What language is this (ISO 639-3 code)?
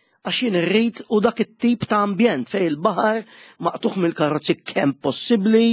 mlt